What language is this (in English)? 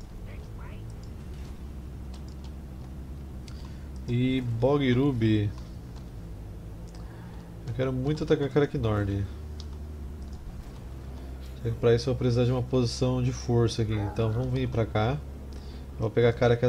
Portuguese